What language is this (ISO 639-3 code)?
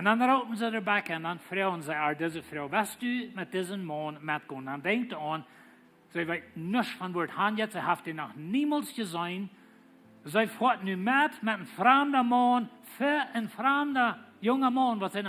pdt